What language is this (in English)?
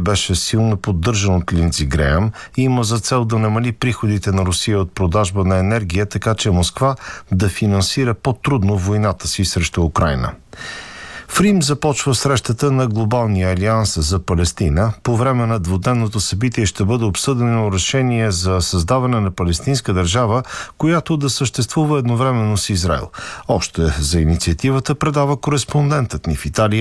Bulgarian